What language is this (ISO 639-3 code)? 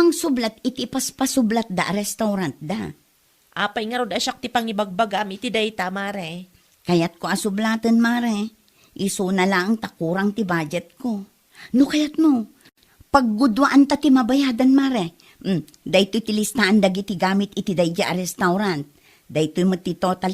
ilo